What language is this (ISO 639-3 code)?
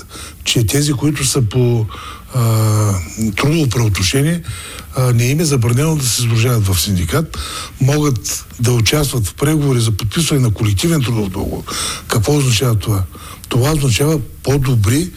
bul